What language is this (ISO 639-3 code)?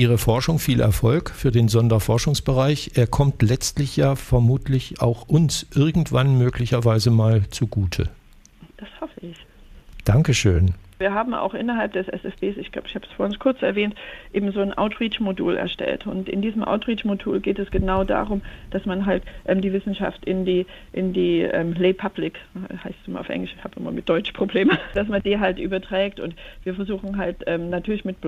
deu